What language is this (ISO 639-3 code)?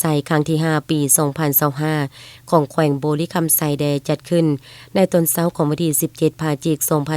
lao